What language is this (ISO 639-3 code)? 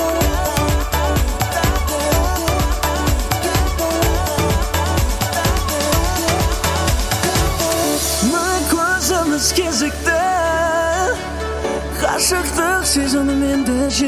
kaz